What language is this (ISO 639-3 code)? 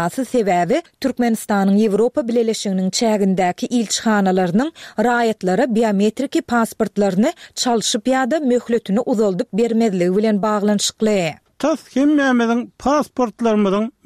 tuk